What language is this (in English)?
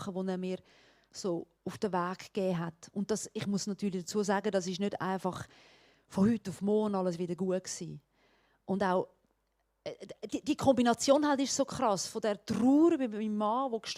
Swiss German